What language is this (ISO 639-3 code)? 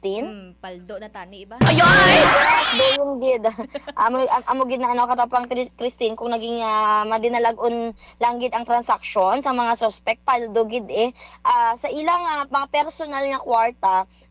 hil